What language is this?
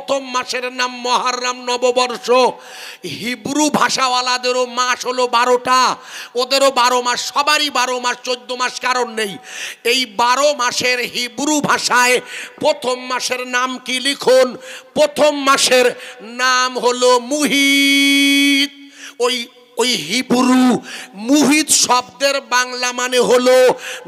Bangla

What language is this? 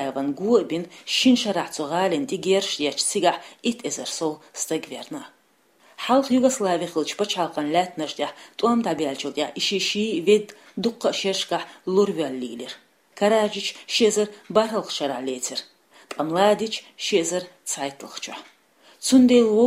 Chechen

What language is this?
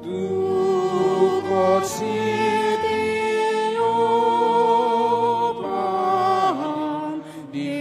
Batak Toba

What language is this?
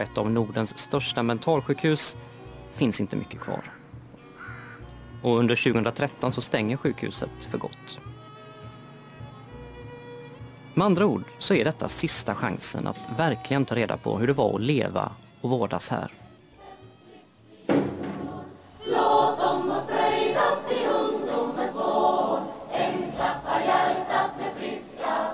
Swedish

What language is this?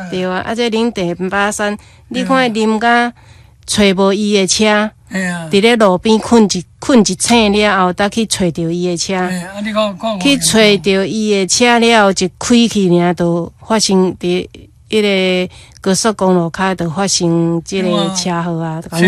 Min Nan Chinese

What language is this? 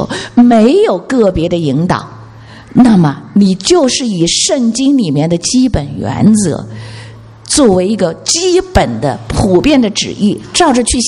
Chinese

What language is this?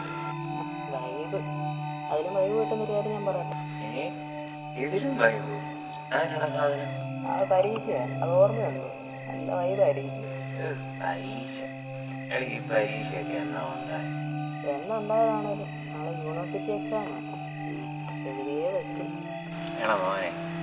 Malayalam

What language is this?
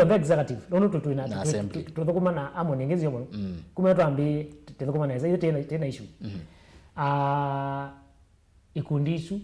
Kamba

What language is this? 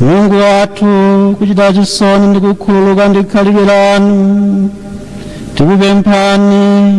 Nyanja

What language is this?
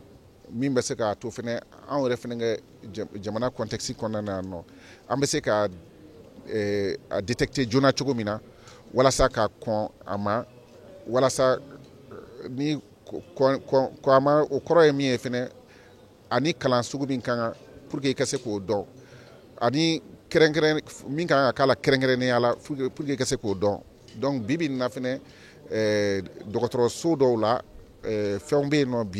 Bambara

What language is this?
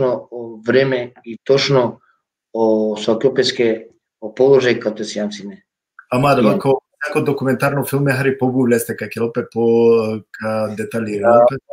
Balkan Romani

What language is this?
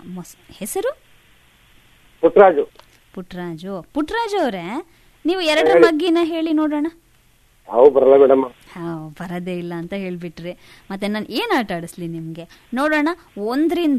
Kannada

